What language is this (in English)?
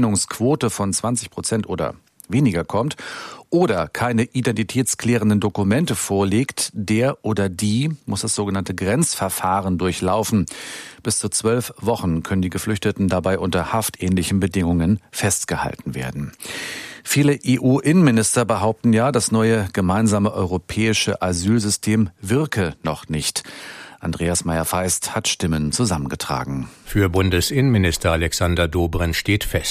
German